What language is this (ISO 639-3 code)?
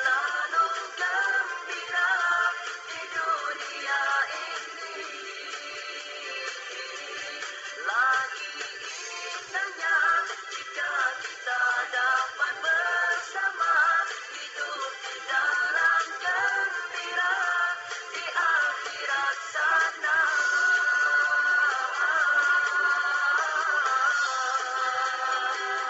msa